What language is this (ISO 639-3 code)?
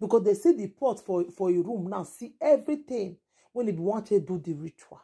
pcm